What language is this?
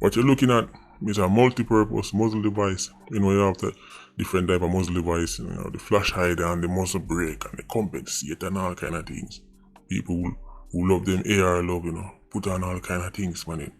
Jamaican Creole English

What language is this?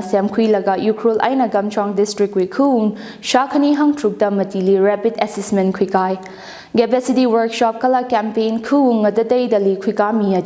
Tangkhul Naga (India)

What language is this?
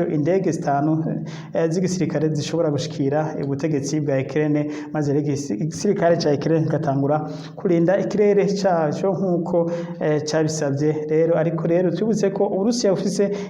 Rundi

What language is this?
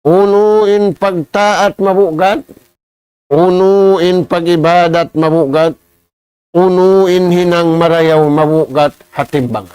Tausug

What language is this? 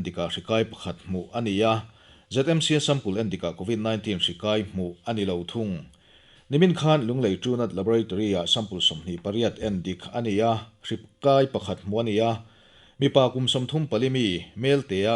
Mizo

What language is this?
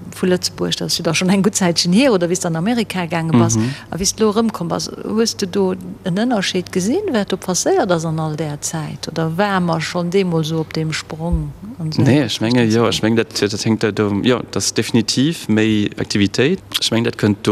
Luxembourgish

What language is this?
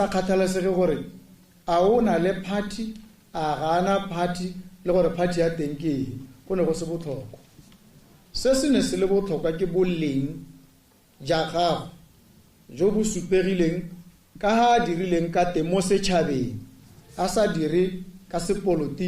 Tswana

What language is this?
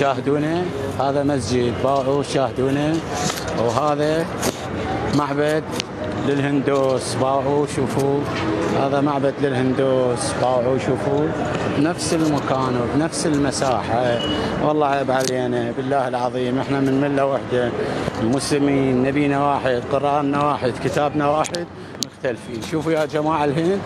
Mesopotamian Arabic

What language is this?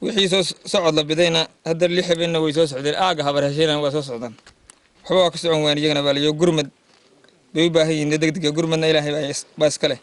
Somali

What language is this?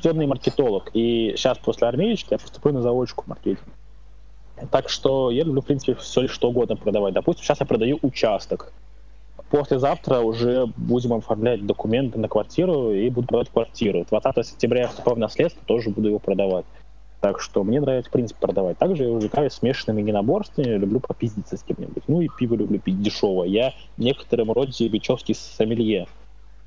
Russian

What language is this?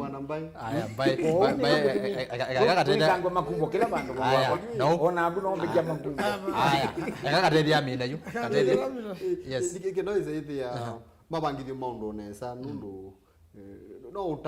Kamba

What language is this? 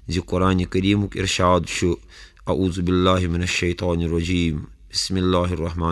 Kashmiri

